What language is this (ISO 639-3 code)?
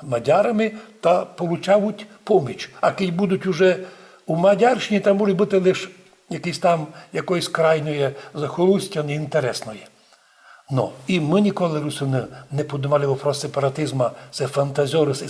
rue